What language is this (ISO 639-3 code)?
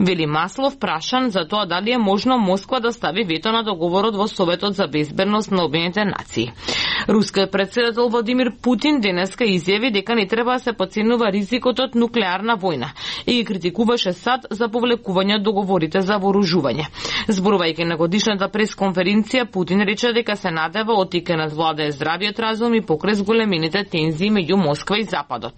mkd